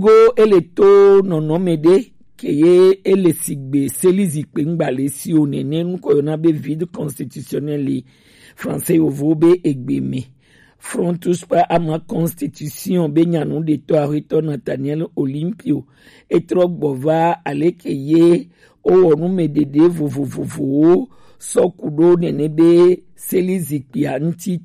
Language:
Gen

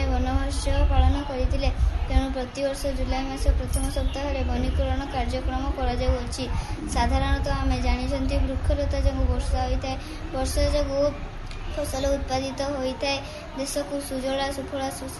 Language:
Odia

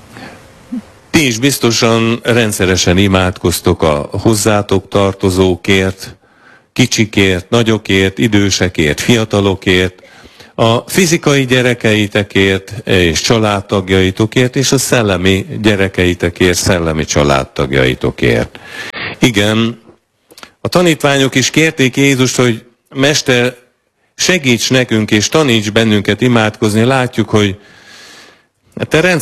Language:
Hungarian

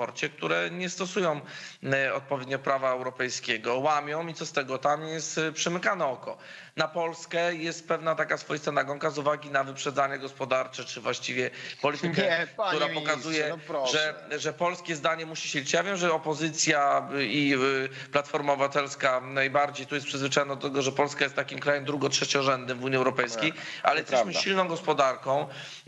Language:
Polish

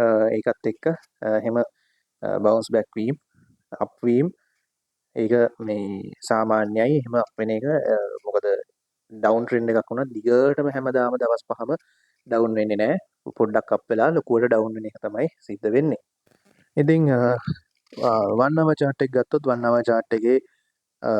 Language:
Sinhala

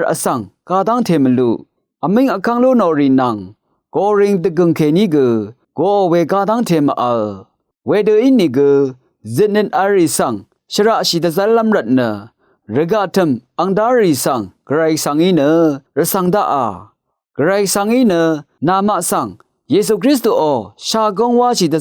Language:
Rawang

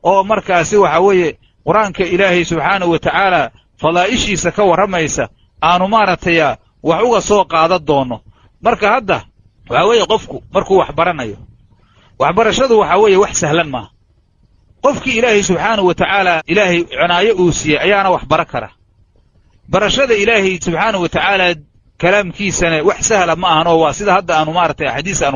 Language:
Somali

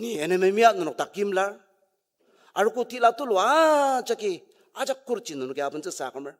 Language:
Ao Naga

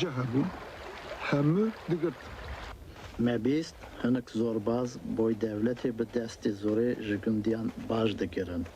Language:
Kurdish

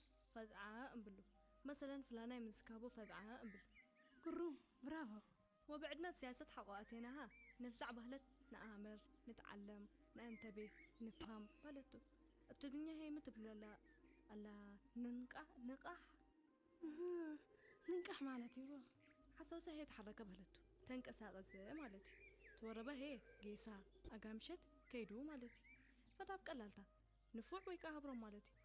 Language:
Tigrinya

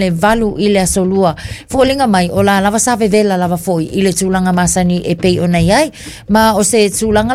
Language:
Samoan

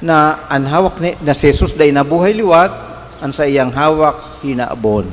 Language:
Bikol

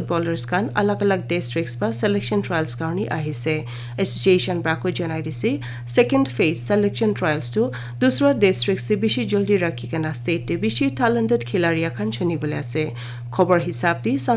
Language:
Naga Pidgin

